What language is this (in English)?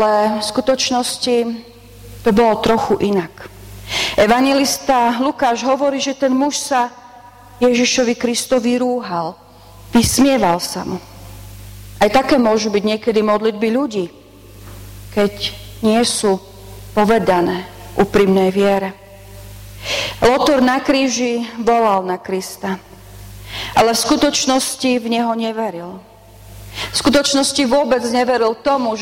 Slovak